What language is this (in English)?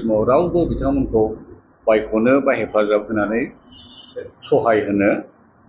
Bodo